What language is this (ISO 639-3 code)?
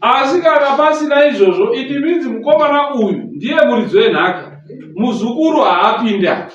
sna